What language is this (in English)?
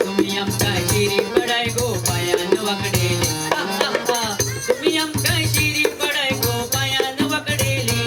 Konkani